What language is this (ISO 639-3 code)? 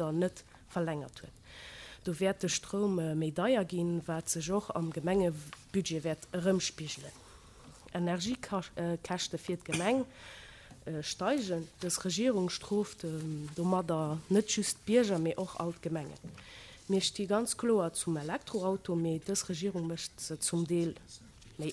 ltz